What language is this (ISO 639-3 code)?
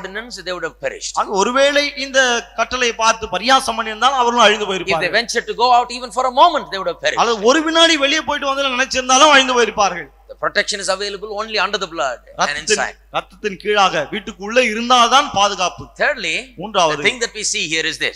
tam